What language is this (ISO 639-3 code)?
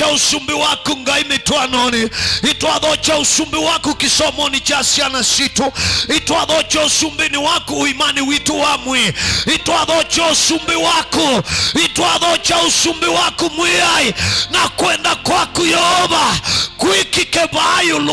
kam